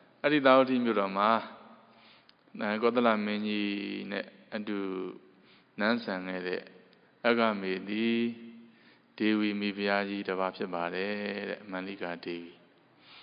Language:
Burmese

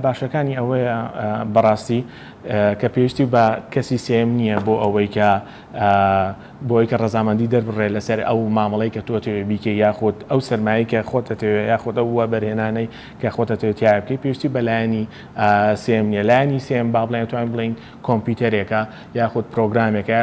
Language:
Central Kurdish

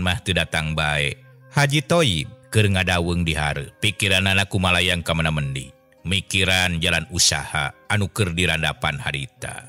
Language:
Sundanese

